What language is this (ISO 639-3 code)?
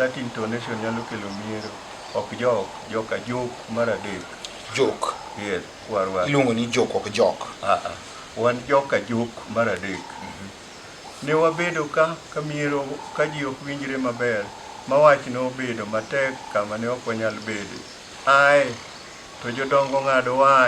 luo